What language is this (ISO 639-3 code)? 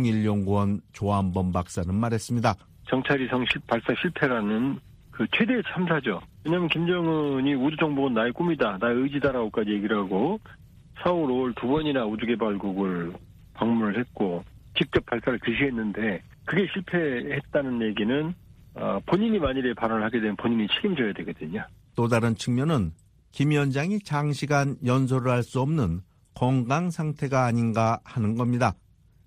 kor